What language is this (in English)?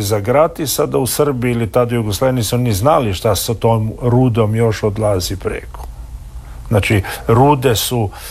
Croatian